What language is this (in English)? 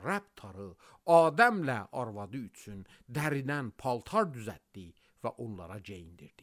Azerbaijani